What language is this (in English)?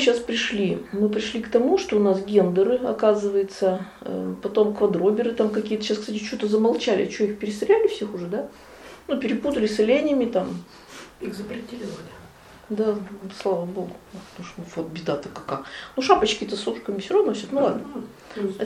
Russian